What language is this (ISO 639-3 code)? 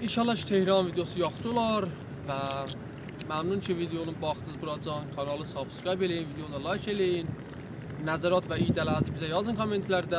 azb